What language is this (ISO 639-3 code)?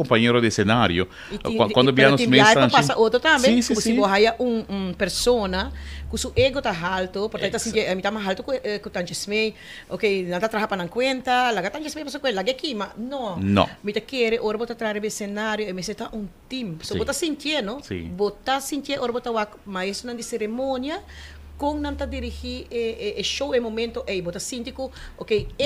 pap